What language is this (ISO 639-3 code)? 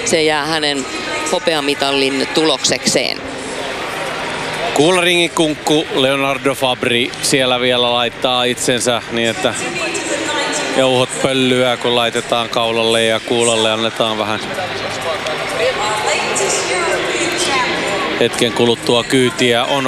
fin